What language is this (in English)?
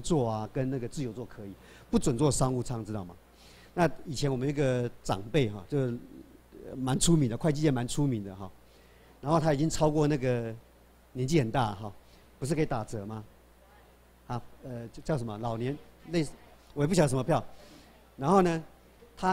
Chinese